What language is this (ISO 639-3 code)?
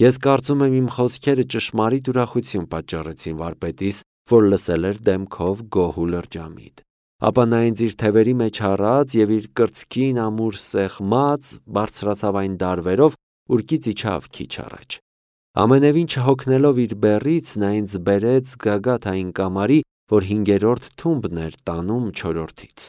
hye